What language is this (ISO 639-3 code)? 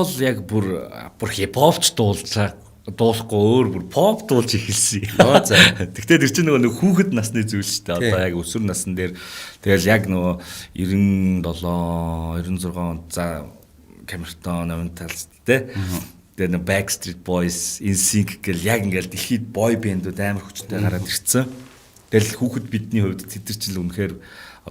mon